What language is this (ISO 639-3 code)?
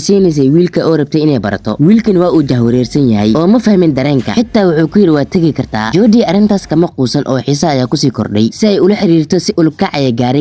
som